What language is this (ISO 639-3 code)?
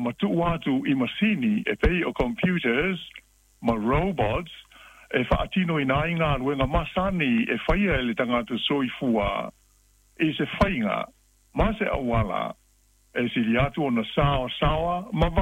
smo